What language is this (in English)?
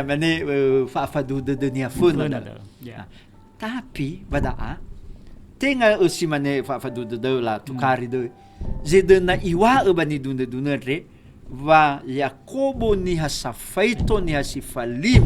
Nias